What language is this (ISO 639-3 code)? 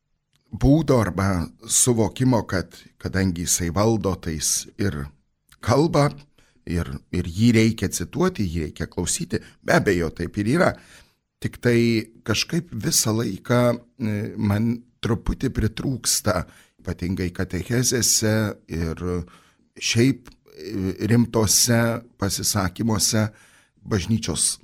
lit